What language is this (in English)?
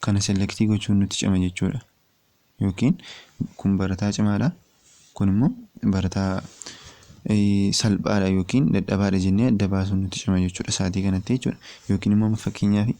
Oromo